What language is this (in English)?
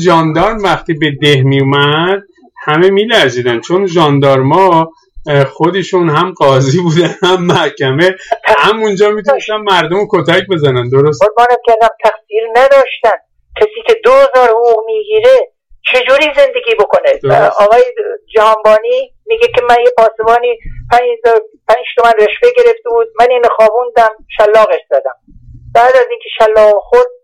Persian